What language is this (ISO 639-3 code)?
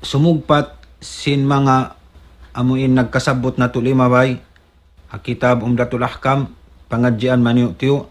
tsg